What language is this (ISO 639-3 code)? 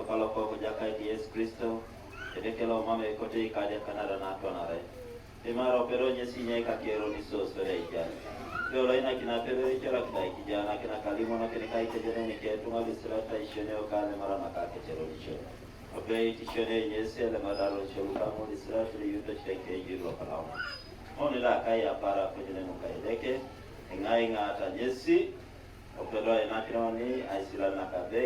teo